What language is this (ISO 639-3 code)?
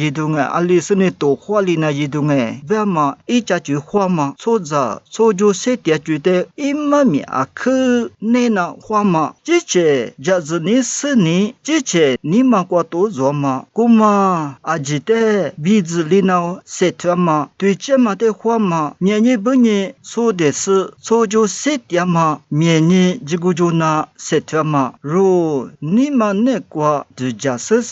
lis